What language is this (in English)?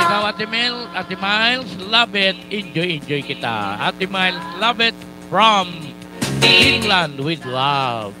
Waray